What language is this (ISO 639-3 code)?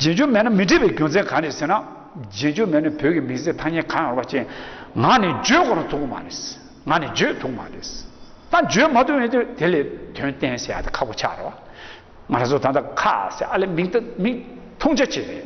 bod